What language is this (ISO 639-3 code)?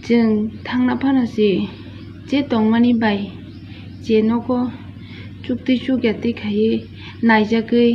trp